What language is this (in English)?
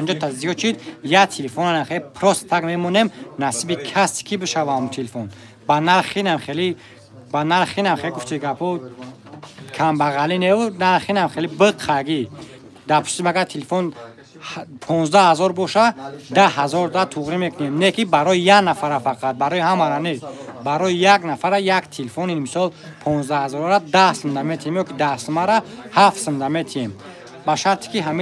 Tajik